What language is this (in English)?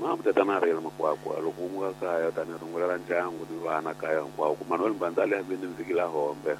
Tsonga